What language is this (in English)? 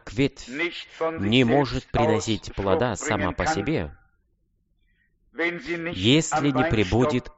Russian